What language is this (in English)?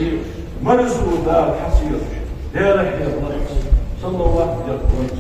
Ingush